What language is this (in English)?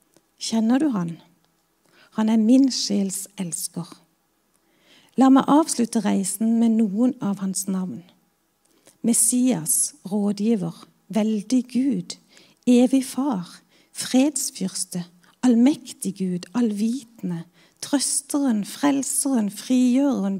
Norwegian